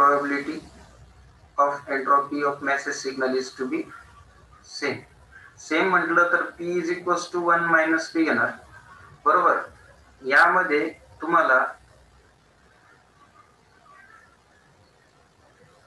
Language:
Marathi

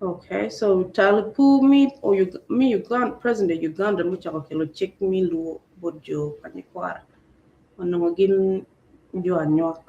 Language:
Acoli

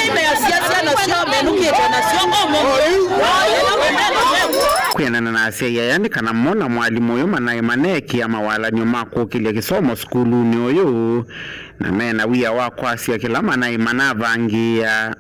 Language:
Kamba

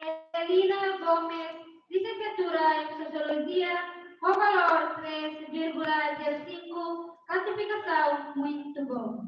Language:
Tetum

